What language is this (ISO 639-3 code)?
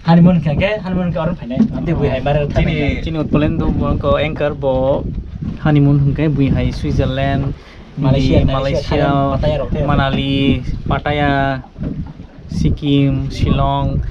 trp